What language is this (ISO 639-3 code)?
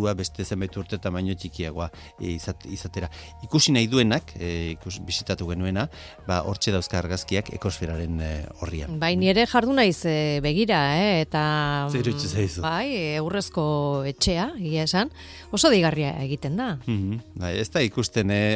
eus